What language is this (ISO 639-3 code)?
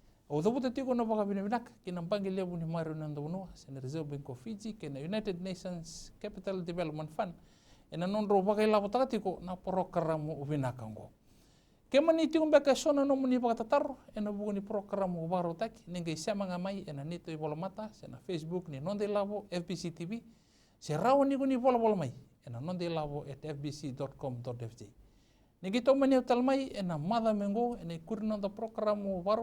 fij